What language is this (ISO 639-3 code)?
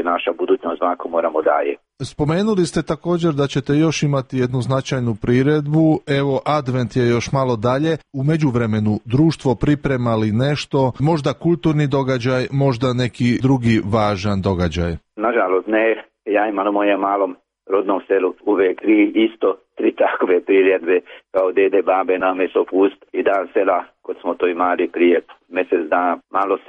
hrv